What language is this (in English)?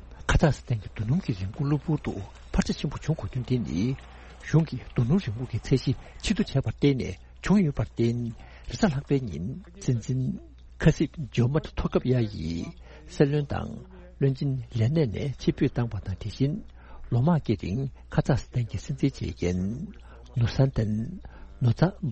Tibetan